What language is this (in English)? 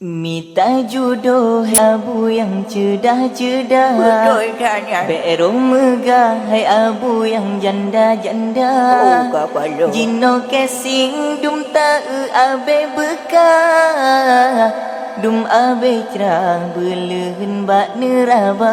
Achinese